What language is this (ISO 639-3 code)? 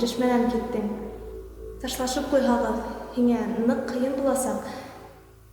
bak